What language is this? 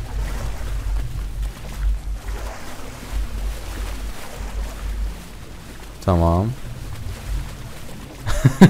Turkish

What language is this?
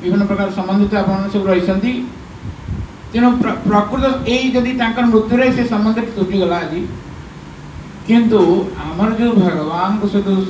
Odia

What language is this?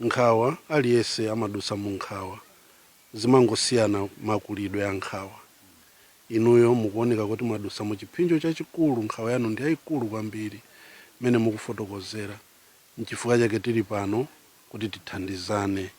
Nyanja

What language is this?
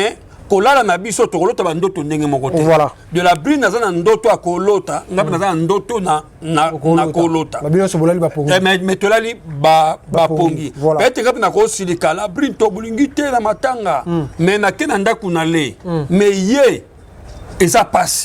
Lingala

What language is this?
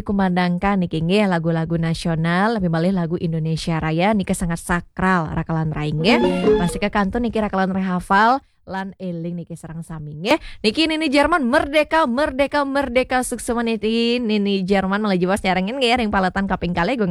Balinese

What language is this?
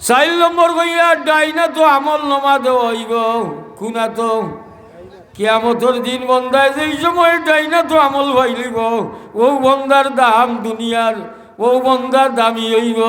Sylheti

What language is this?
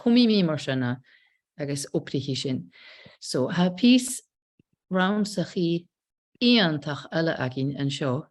Scottish Gaelic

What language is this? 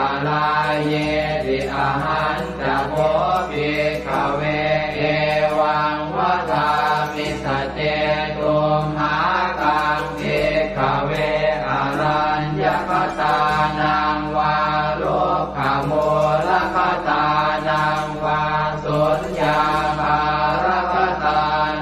Pali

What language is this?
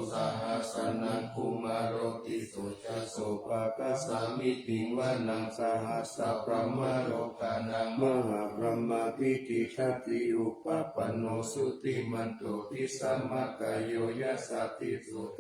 Pali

